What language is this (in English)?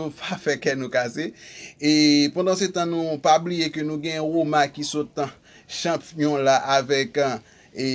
Haitian Creole